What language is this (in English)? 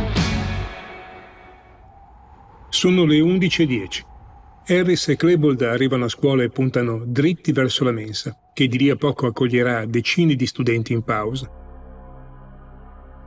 Italian